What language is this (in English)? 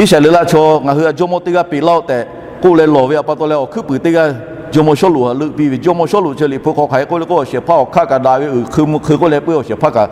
Lahu